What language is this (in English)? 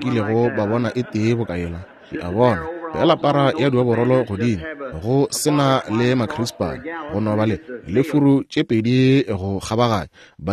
Northern Sotho